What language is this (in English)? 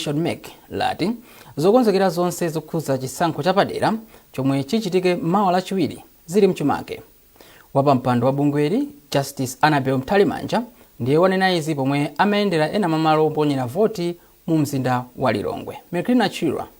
Nyanja